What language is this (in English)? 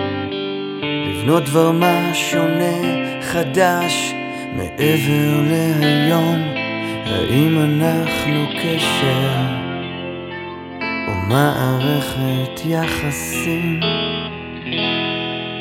Hebrew